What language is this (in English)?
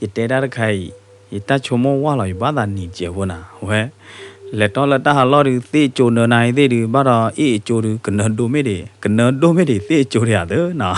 S'gaw Karen